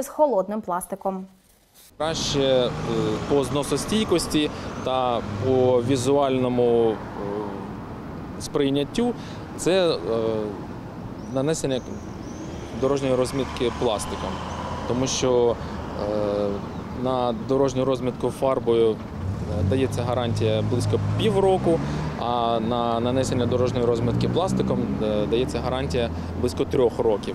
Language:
Ukrainian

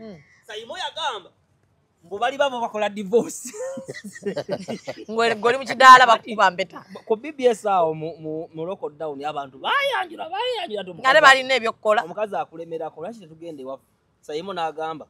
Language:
Ganda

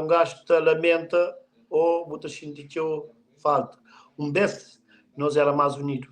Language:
Kabuverdianu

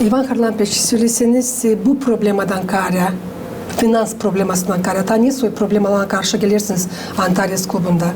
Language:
Gagauz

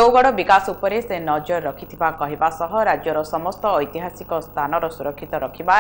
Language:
Odia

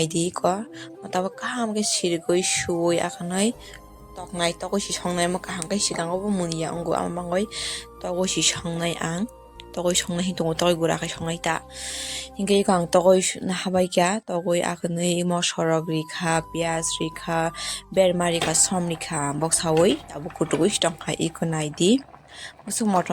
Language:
Kok Borok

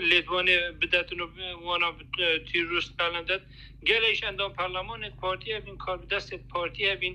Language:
Kurdish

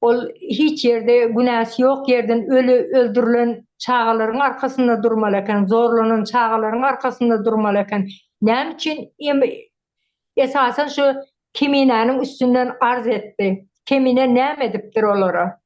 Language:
Turkmen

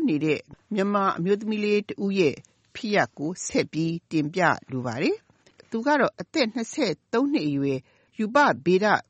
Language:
Burmese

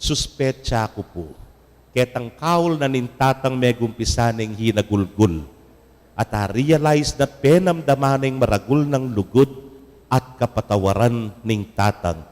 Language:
Pampanga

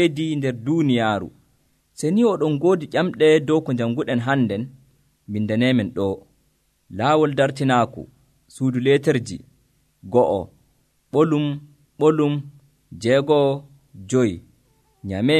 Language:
Nigerian Fulfulde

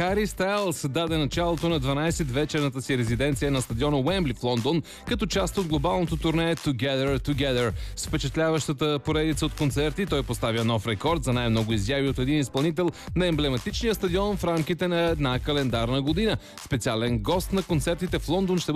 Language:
Bulgarian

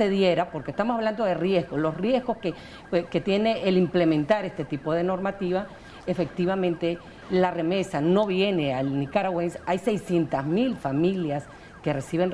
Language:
Spanish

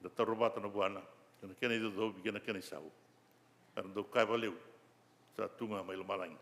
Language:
Fijian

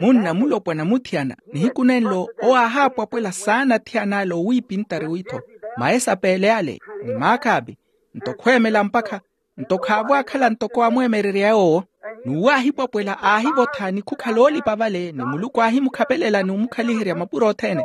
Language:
Makhuwa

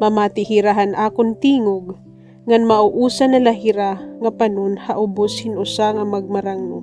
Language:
Waray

